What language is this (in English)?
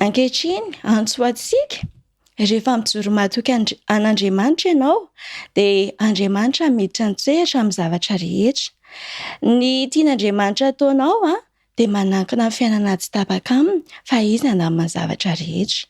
Malagasy